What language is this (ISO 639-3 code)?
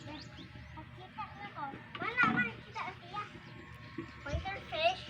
ceb